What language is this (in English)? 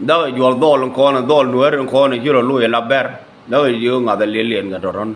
Nuer